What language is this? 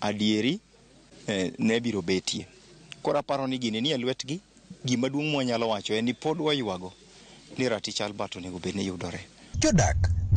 Luo (Kenya and Tanzania)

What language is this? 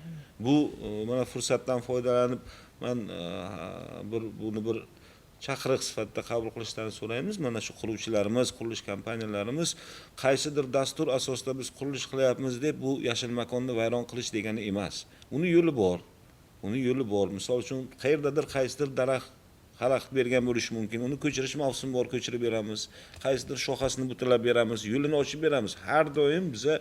Uzbek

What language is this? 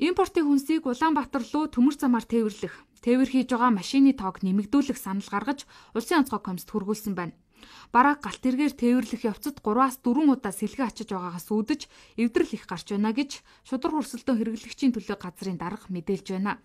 Mongolian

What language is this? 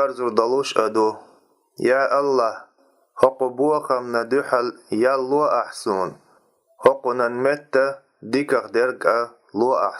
Chechen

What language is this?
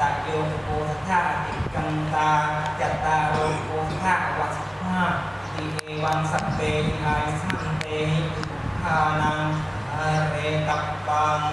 Pali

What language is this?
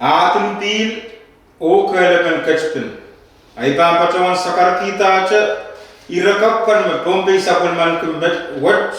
Pohnpeian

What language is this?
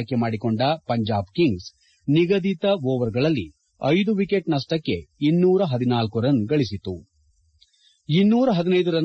Kannada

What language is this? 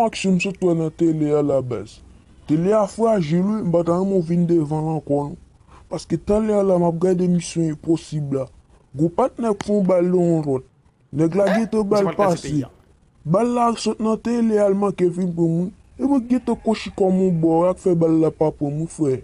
Haitian Creole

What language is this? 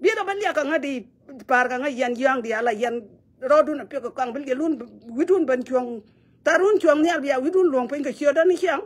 Nuer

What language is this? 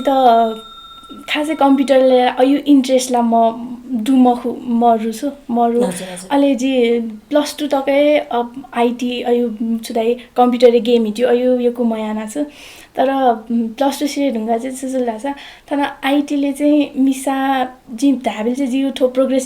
Newari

